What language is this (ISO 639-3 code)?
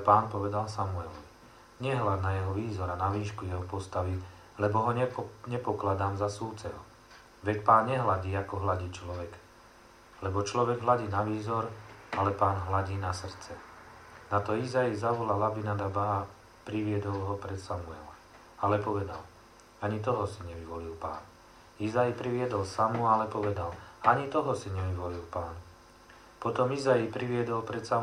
slk